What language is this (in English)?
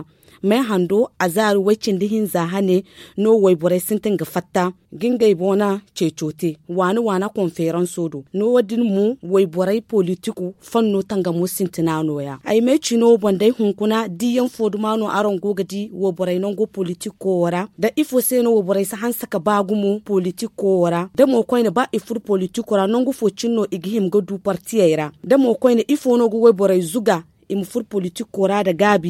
Zarma